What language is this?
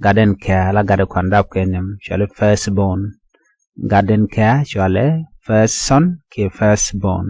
Nuer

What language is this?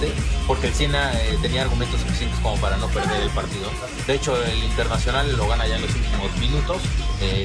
Spanish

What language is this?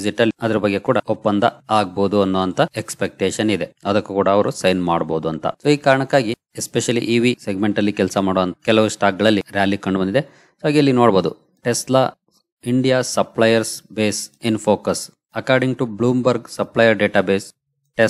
Kannada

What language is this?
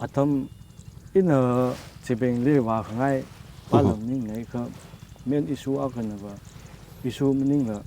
Tangkhul Naga (India)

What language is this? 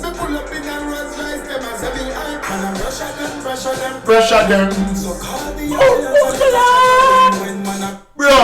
Jamaican Creole English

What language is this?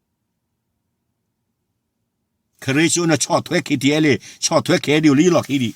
S'gaw Karen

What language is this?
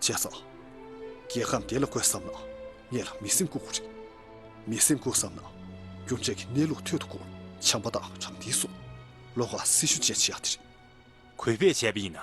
Tibetan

